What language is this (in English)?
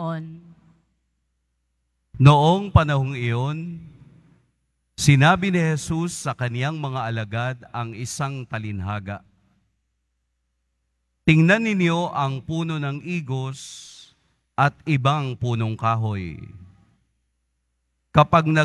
Filipino